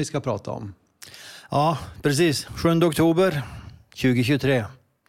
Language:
Swedish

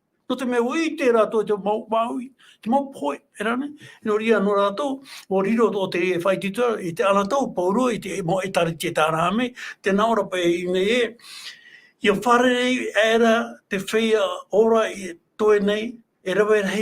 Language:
Tahitian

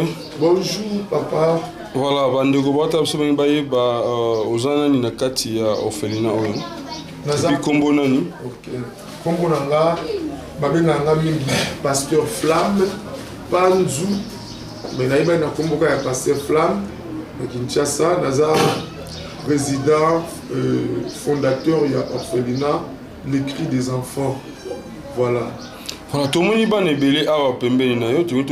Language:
Lingala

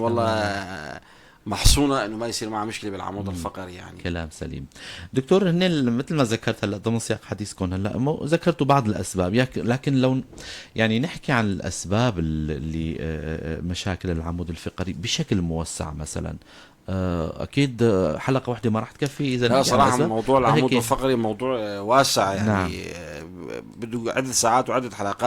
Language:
North Levantine Arabic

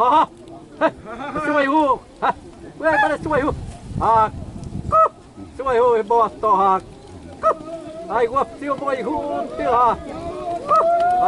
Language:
Xavánte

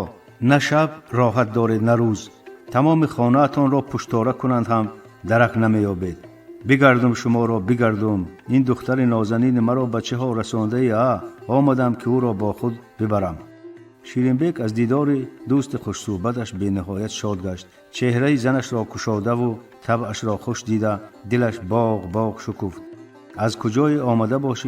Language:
Tajik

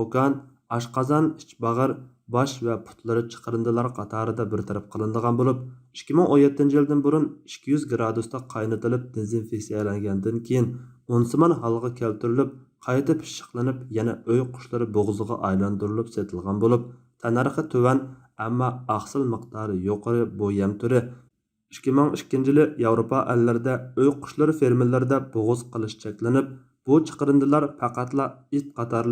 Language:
Uyghur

